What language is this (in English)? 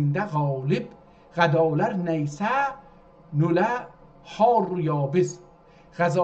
South Azerbaijani